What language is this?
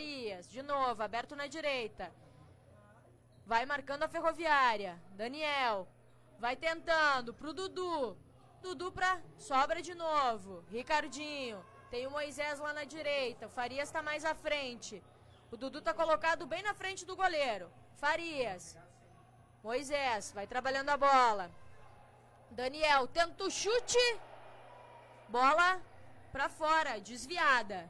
Portuguese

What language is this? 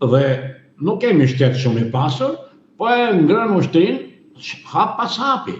Albanian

